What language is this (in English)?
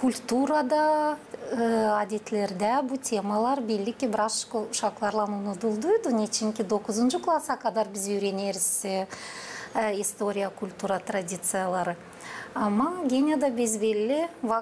Gagauz